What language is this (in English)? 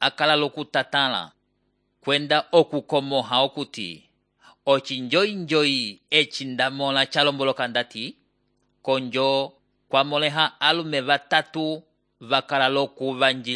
Umbundu